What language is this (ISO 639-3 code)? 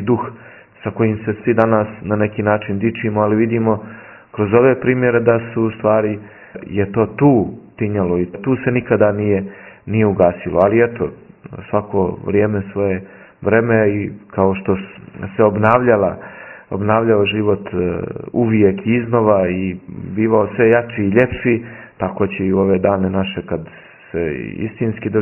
srp